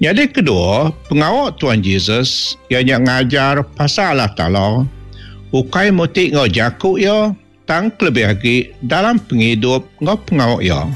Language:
Iban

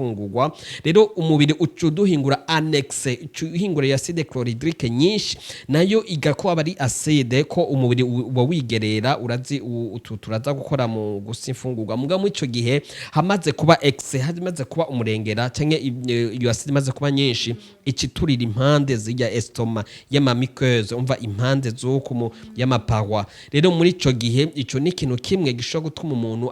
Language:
Rundi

